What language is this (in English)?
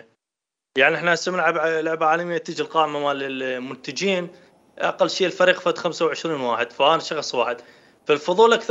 Mesopotamian Arabic